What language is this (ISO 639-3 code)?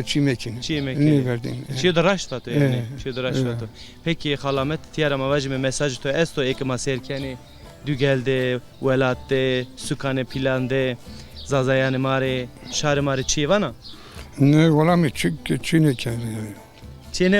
zza